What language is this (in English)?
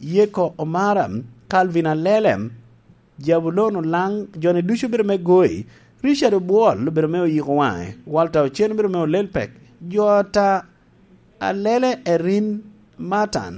Lango (Uganda)